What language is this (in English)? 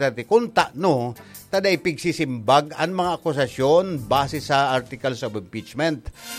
Bikol